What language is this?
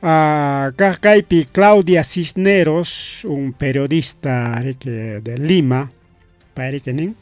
Ayacucho Quechua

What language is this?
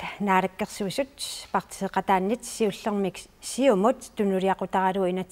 Kalaallisut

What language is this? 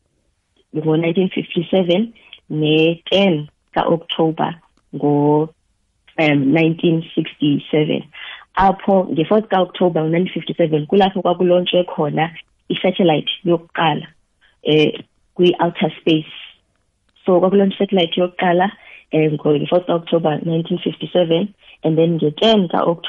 South Ndebele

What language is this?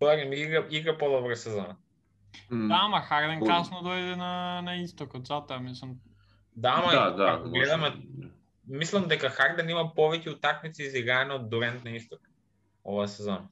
Macedonian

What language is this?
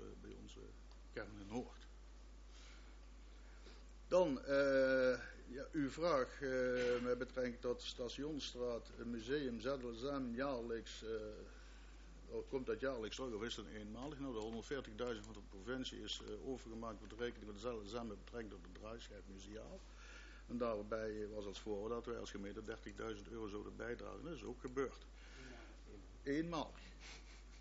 Dutch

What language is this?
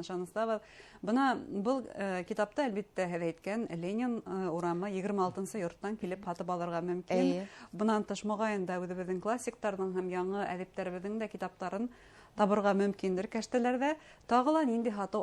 Bashkir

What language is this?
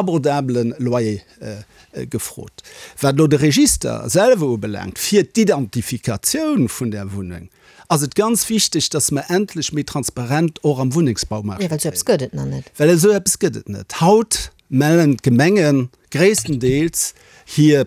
Luxembourgish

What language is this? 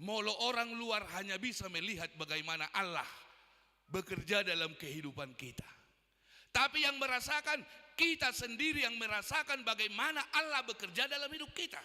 Batak Toba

